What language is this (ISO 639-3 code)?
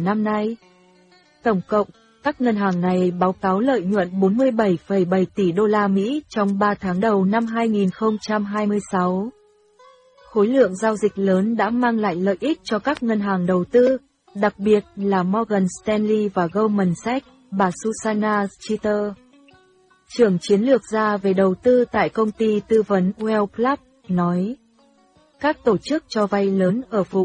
vie